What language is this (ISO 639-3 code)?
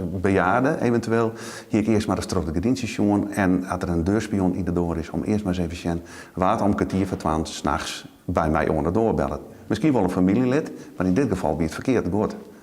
fry